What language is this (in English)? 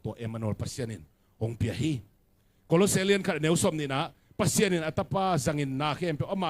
Tedim Chin